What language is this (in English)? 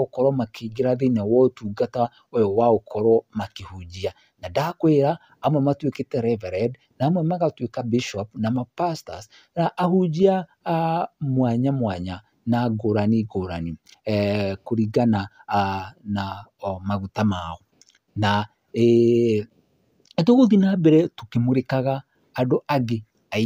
Kikuyu